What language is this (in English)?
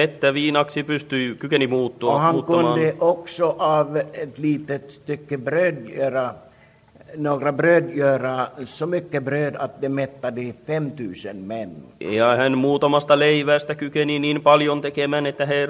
Finnish